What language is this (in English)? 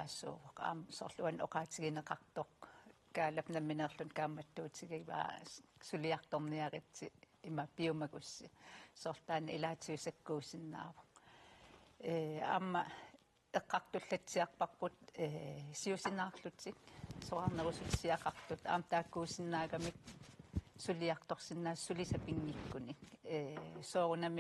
Kalaallisut